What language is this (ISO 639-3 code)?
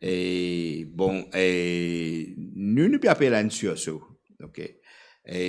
mfe